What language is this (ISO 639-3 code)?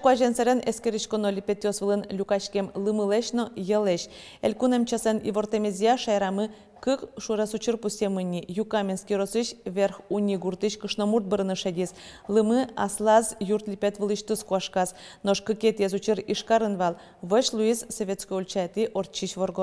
udm